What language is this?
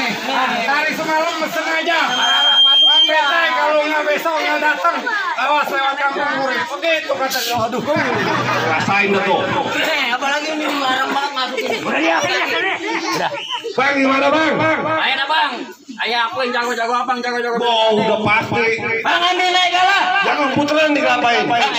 Betawi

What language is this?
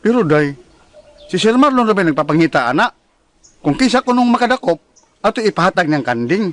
Cebuano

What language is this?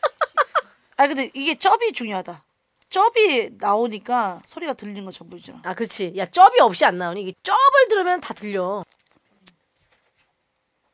Korean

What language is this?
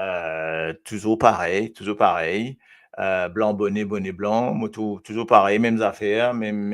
Morisyen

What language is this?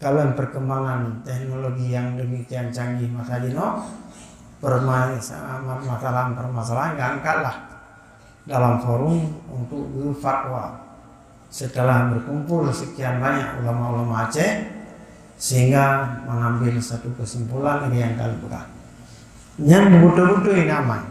Achinese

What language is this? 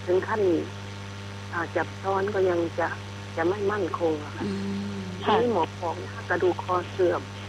Thai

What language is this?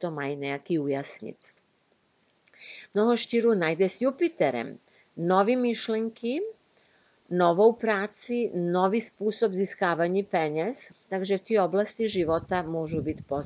Czech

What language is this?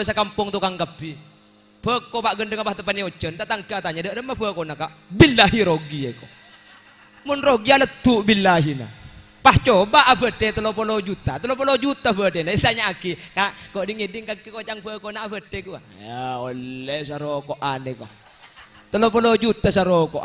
Madurese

